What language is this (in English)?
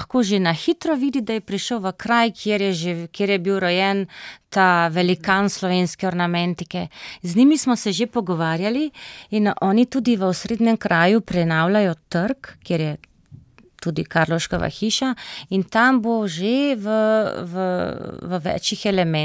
Slovenian